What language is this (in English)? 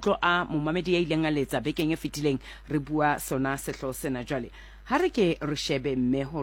Southern Sotho